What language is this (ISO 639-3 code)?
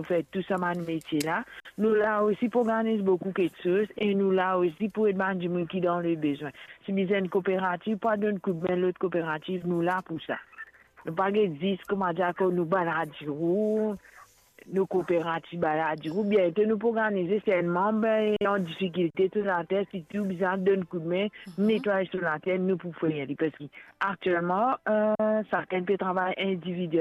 mfe